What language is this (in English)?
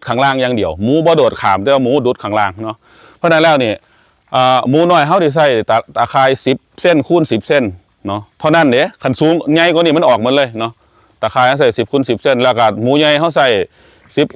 Northeastern Thai